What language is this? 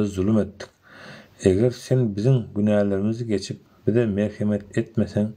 Turkmen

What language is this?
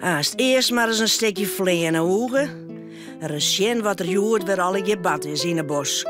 Western Frisian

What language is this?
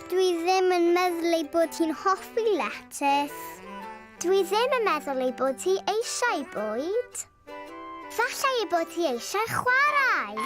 Welsh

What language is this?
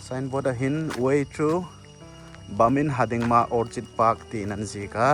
Hmar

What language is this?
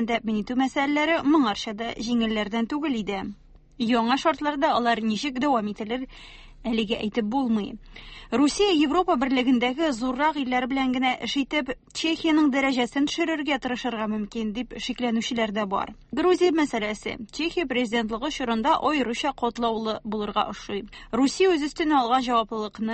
Tatar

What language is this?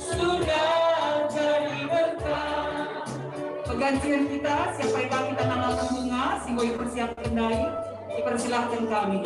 Batak Karo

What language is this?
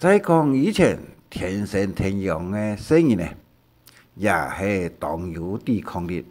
Hakka Chinese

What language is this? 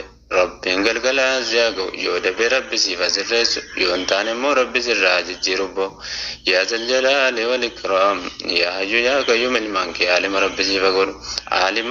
Oromo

